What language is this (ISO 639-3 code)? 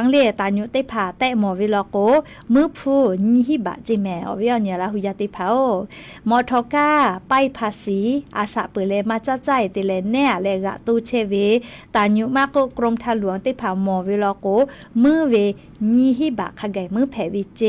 lhu